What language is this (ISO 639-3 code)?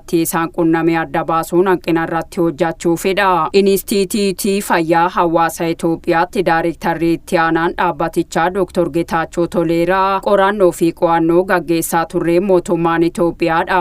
orm